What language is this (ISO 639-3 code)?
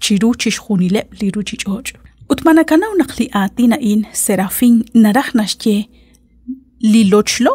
kek